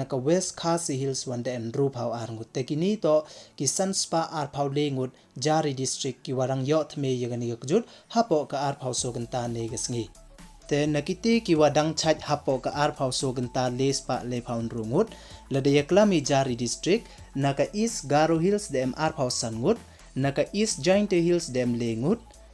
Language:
Pnar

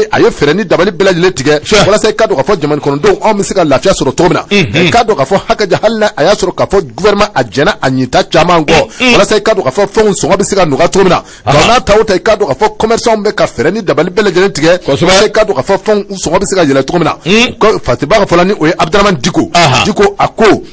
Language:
Bambara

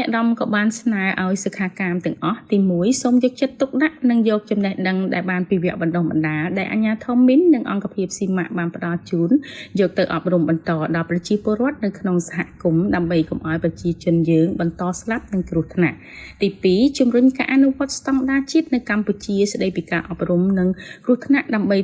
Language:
Khmer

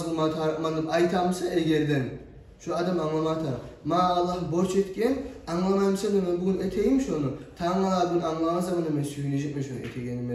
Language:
Kumyk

